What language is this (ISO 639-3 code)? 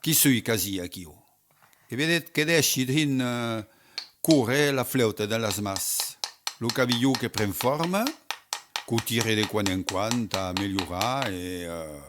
oci